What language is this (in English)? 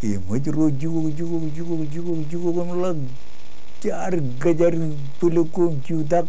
Marshallese